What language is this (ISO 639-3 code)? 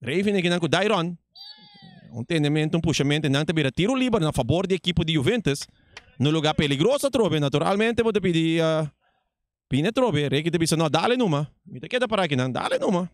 pap